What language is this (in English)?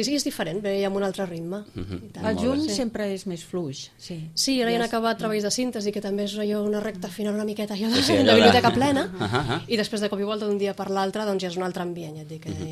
Catalan